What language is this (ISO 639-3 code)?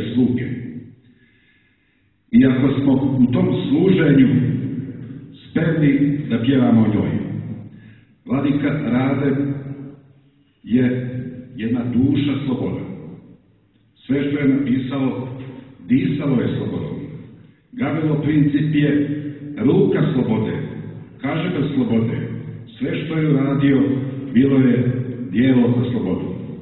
srp